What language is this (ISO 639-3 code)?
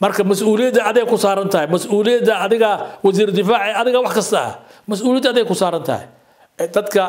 som